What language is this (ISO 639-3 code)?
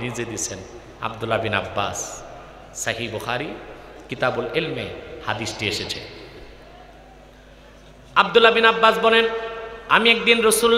ben